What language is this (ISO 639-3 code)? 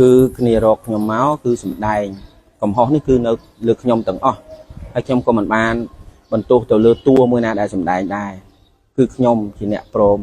khm